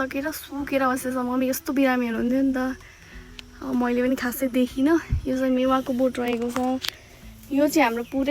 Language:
Nepali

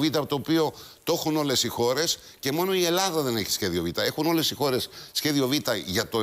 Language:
Greek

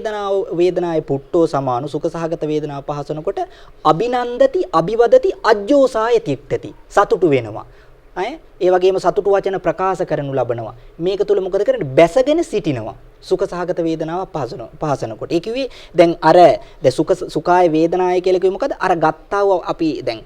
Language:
Sinhala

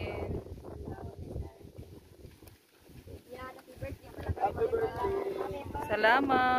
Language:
Filipino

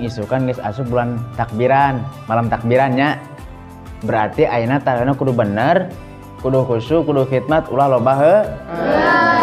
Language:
Sundanese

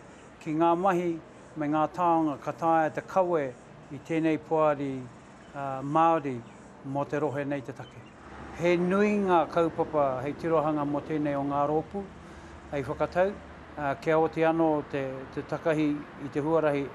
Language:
Māori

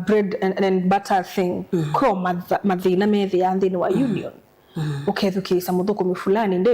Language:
Kamba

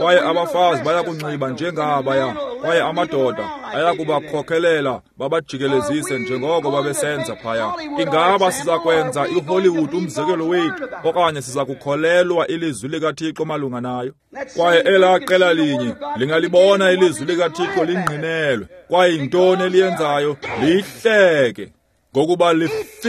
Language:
Xhosa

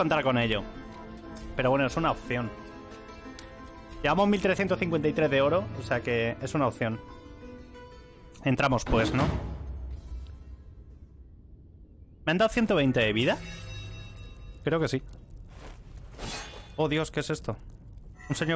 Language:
Spanish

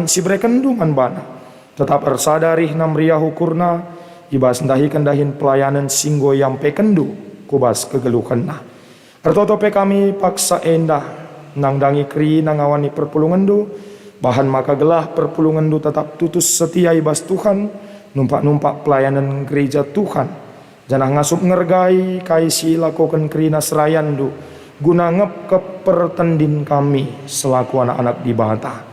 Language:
Batak Karo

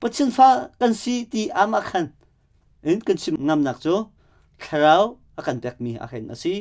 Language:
Hakha Chin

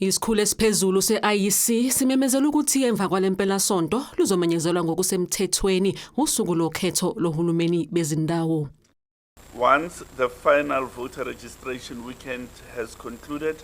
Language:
Zulu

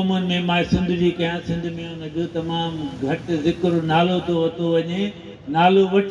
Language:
Sindhi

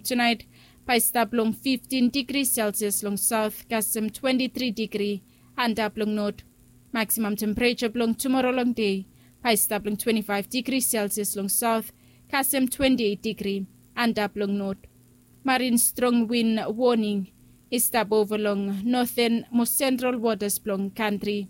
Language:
Bislama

